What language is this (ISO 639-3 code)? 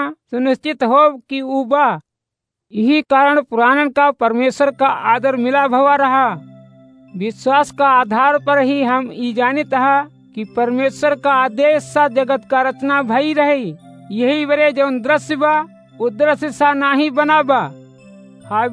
awa